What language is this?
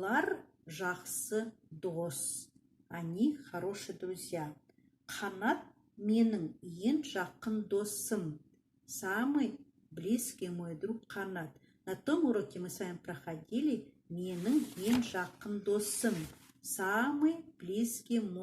Kazakh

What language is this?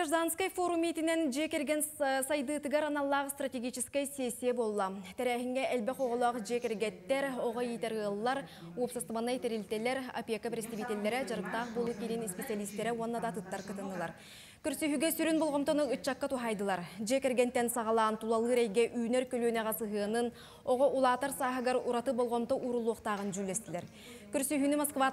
Yakut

